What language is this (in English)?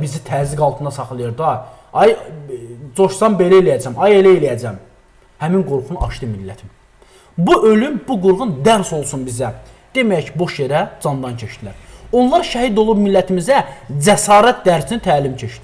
Azerbaijani